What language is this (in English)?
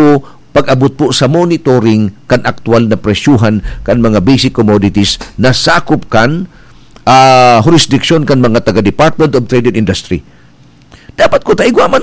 Bikol